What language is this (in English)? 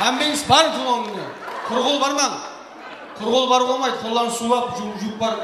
Kara-Kalpak